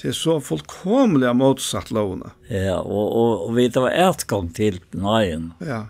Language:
Faroese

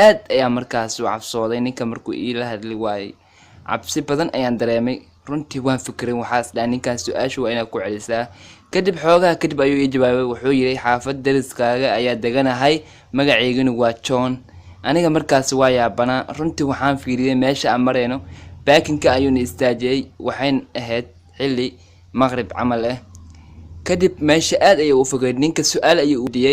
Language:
Somali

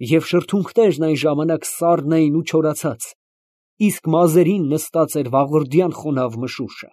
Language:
Armenian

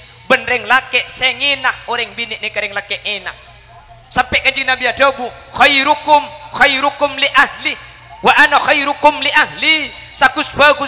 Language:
Madurese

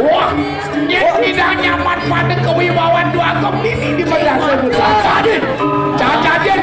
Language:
Balinese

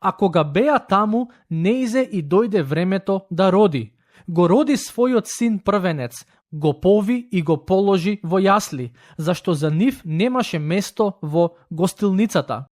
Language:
Macedonian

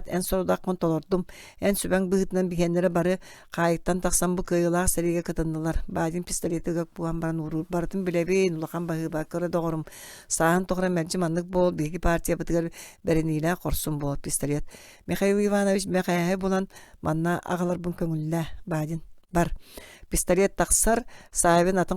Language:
Yakut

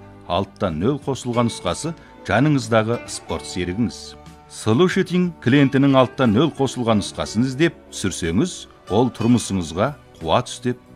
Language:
Kazakh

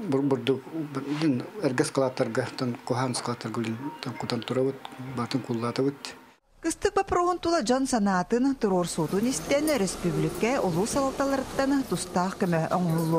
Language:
Yakut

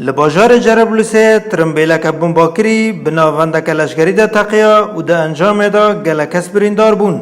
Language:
Kurdish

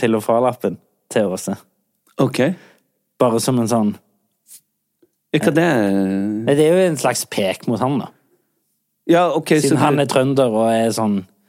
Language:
Norwegian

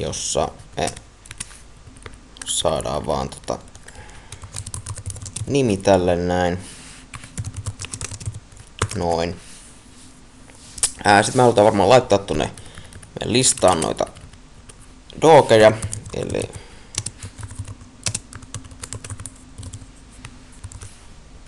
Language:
Finnish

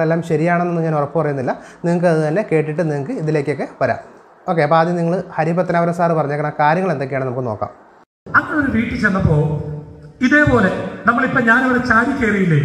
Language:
Malayalam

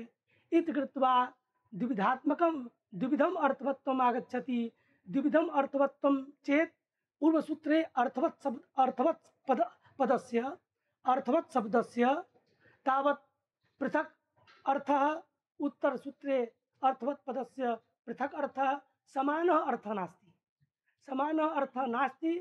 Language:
Sanskrit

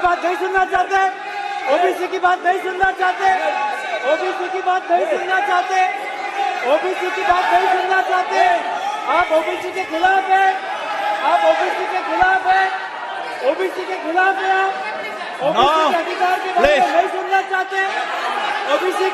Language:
Hindi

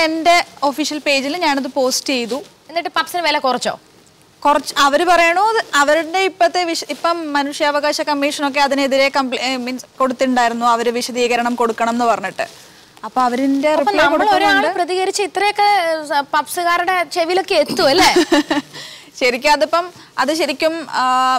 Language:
Malayalam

